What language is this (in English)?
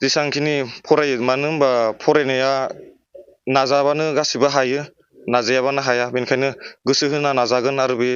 Bodo